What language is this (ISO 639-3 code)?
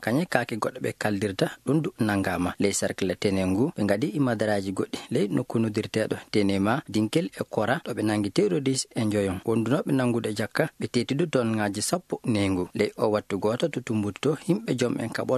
ful